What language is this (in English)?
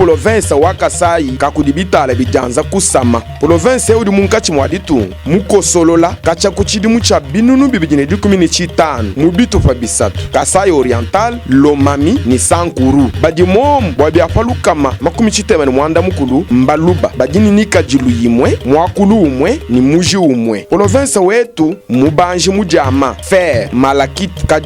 Luba-Lulua